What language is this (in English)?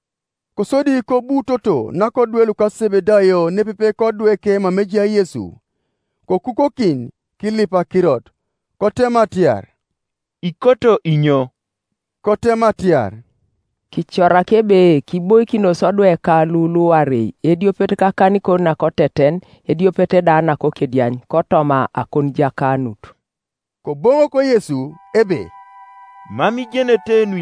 Teso